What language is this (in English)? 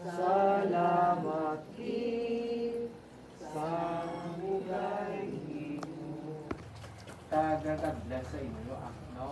Hiligaynon